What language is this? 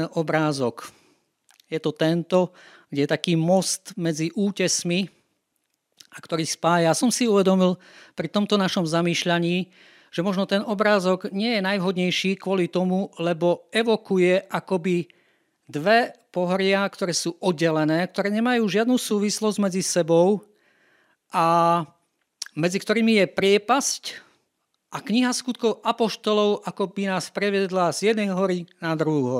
Slovak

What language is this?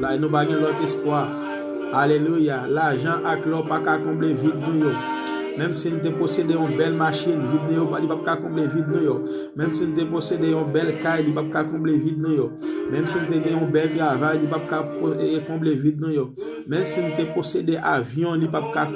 Haitian Creole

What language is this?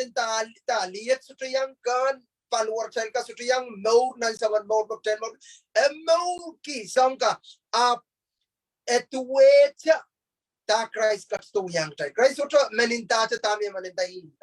Pohnpeian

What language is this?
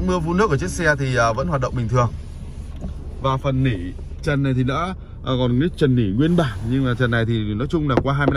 Vietnamese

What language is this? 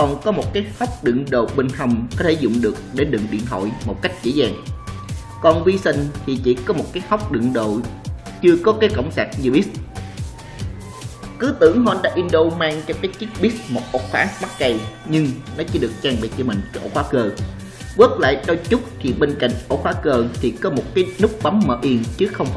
Vietnamese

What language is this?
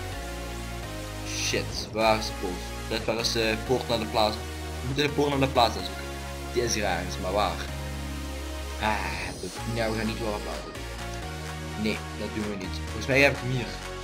Dutch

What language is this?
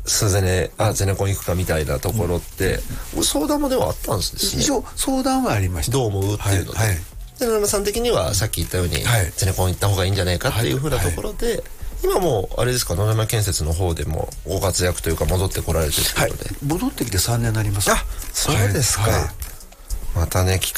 Japanese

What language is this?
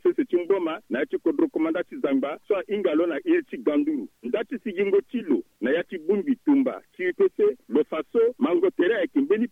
Sango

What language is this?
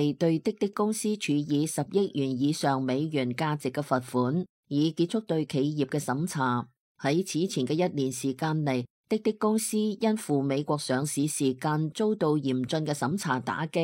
Cantonese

